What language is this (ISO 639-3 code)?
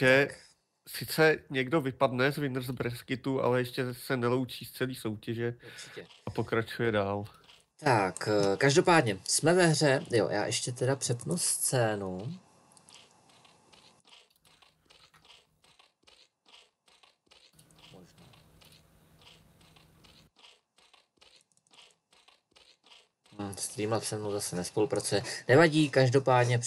ces